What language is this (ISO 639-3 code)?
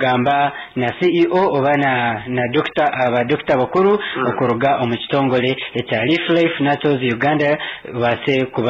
nyn